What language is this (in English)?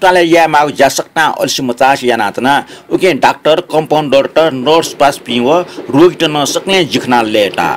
Newari